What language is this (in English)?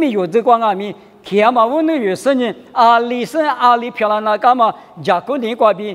Lisu